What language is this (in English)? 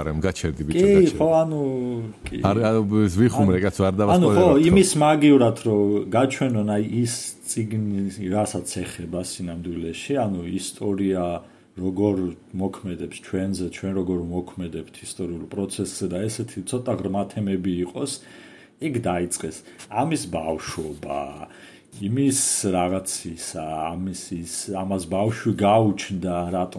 Georgian